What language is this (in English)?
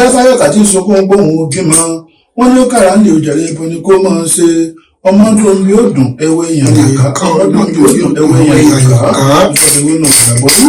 Yoruba